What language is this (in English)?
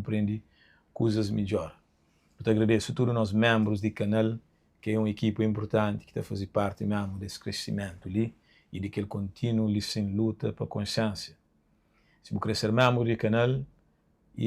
Kabuverdianu